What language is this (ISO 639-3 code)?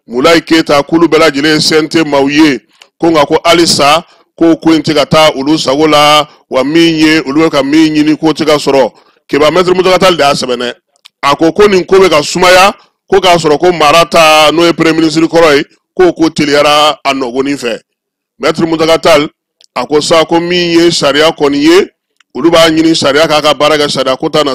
bam